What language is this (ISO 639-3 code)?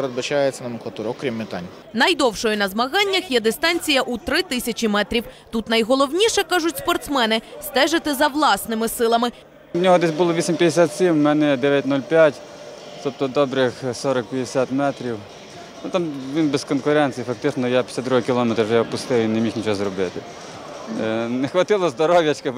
ukr